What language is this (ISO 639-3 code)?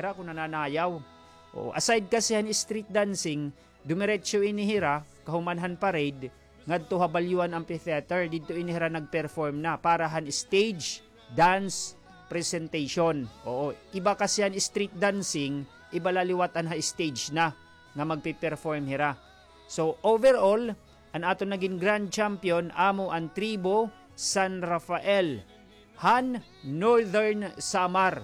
war